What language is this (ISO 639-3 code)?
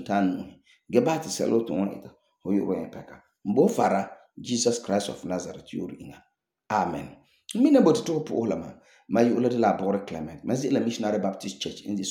gur